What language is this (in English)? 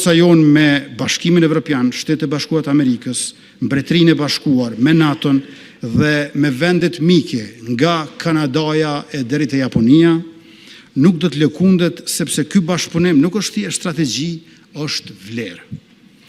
Albanian